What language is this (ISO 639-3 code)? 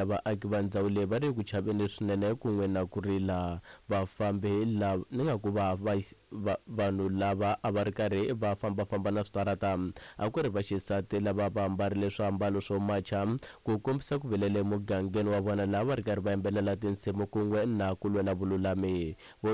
tso